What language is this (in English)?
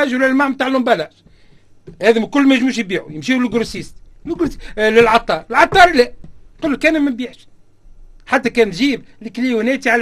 Tunisian Arabic